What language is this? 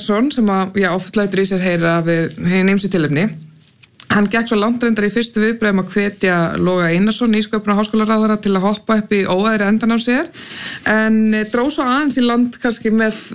Icelandic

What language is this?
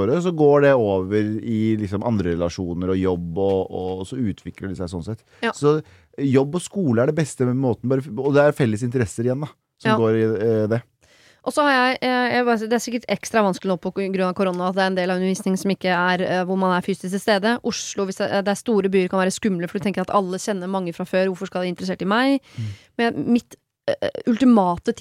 Norwegian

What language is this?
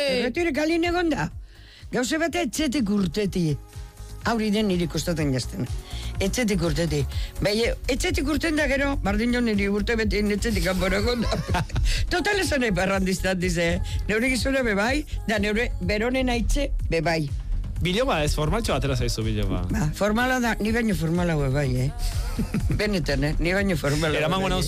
Basque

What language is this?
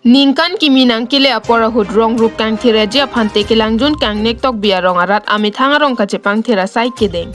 Karbi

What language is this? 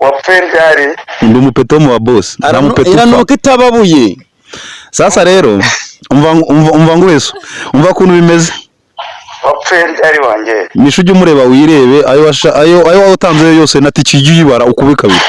Kinyarwanda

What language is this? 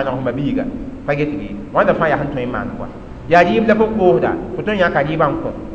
Mossi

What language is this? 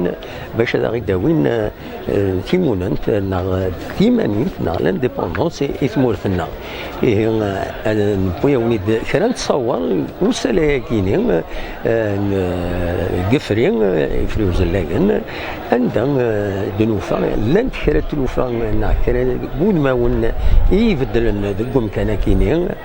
Kabyle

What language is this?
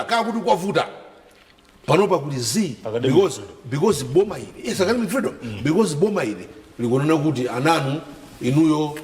Nyanja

